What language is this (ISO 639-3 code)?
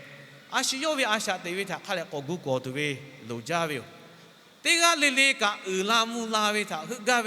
lhu